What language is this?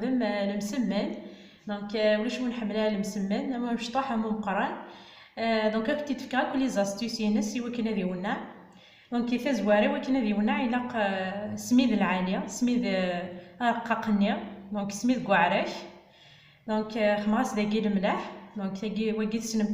Kabyle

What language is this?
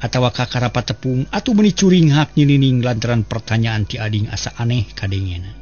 Sundanese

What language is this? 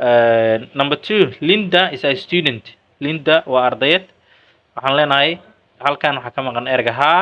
Somali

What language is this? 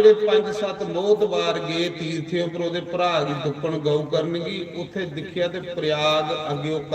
Dogri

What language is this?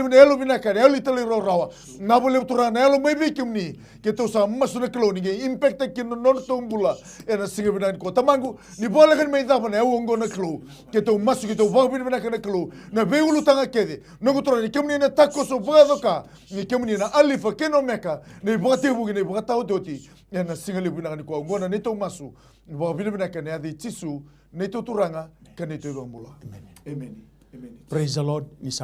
Fijian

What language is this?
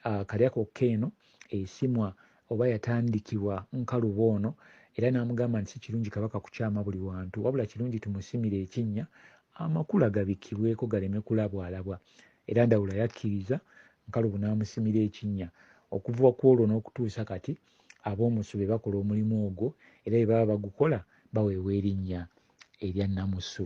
Ganda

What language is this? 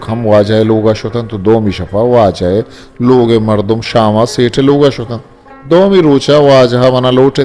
Eastern Balochi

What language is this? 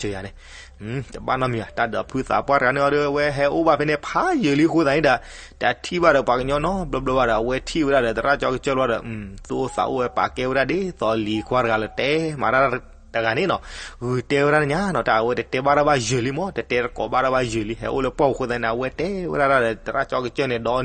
S'gaw Karen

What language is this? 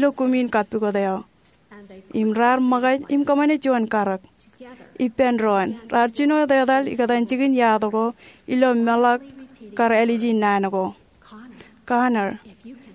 Marshallese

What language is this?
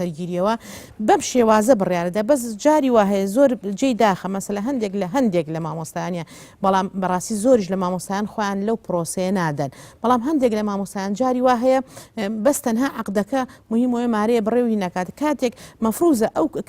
Central Kurdish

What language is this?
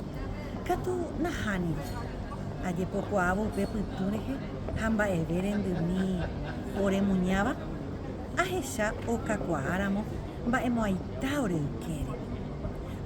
Guarani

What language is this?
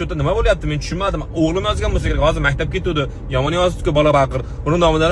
Uzbek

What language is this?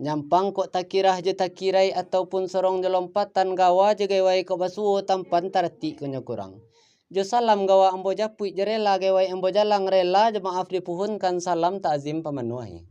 Minangkabau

